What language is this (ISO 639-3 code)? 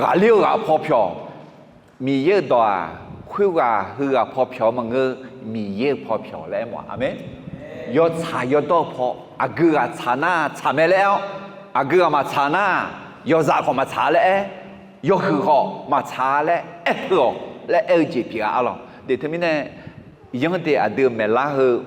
ahk